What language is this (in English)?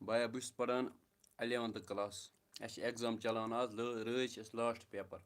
Kashmiri